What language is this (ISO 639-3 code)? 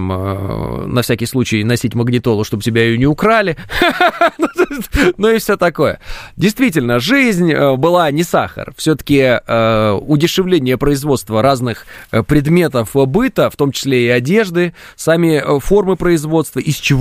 rus